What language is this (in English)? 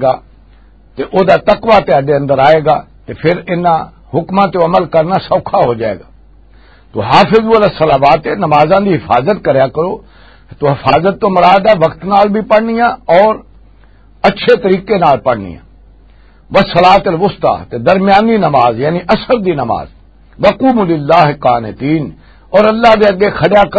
Western Panjabi